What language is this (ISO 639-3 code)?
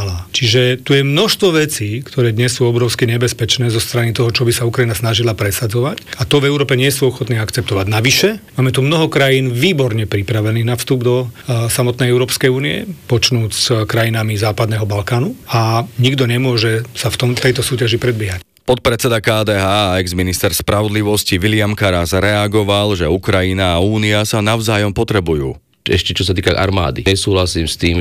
slk